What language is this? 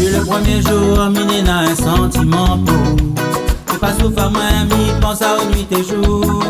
Réunion Creole French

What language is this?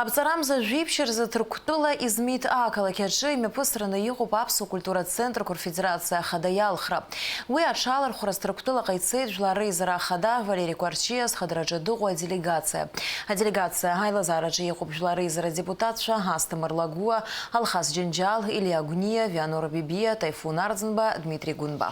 Abkhazian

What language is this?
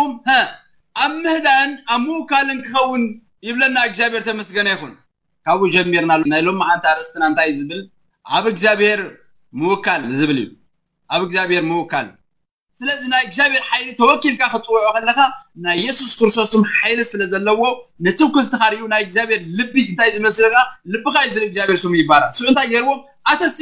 Tigrinya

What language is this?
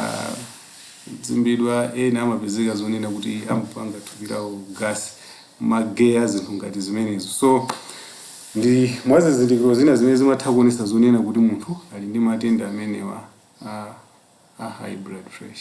Nyanja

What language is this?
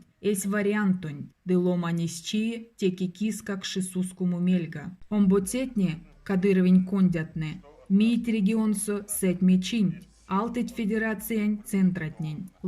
Erzya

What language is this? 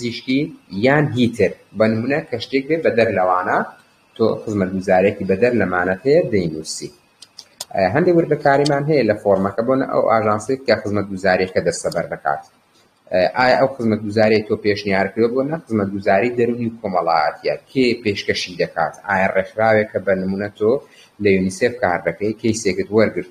Central Kurdish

